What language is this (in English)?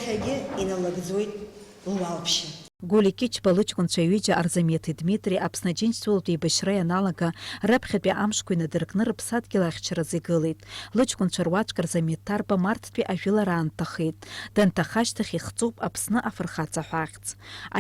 Abkhazian